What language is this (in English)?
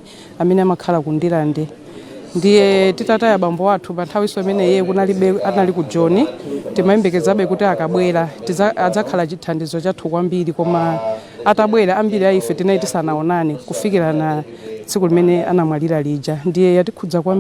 Nyanja